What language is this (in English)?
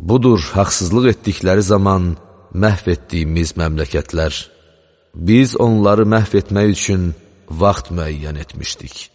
Azerbaijani